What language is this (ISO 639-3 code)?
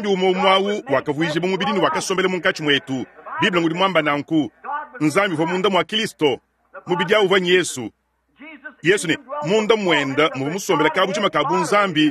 lua